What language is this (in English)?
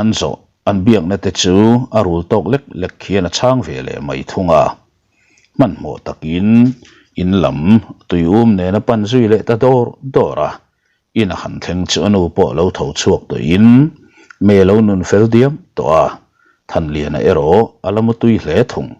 Mizo